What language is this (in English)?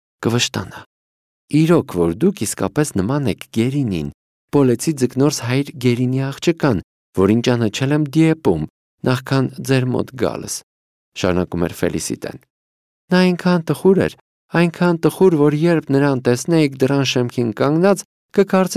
Armenian